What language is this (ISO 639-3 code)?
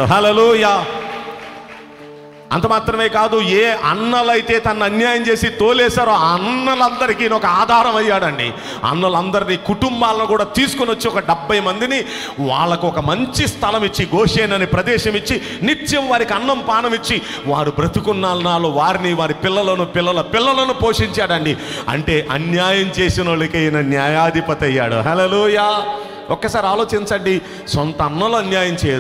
tel